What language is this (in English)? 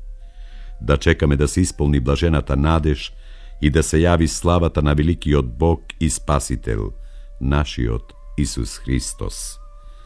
Macedonian